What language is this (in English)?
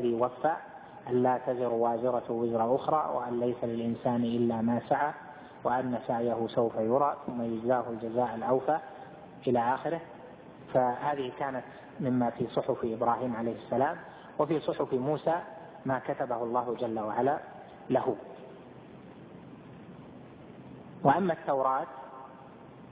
Arabic